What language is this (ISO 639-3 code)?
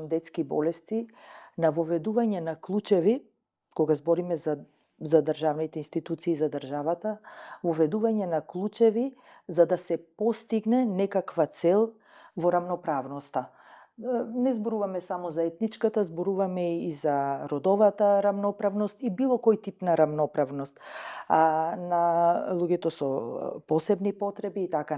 mkd